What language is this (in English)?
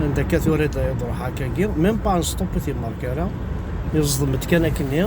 Kabyle